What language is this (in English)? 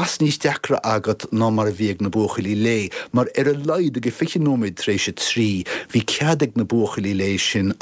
Irish